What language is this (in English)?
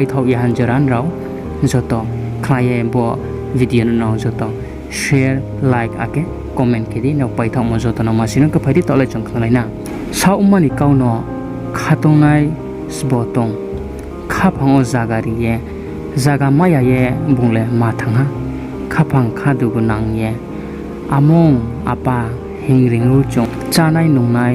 Riang (India)